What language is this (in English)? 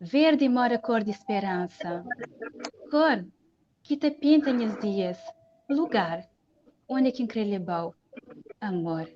Kabuverdianu